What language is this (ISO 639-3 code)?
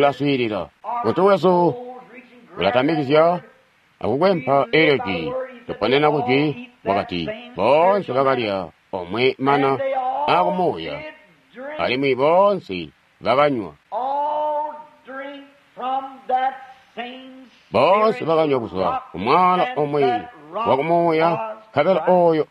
toi